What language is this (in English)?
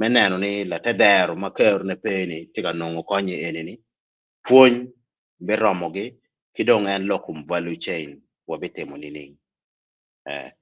Acoli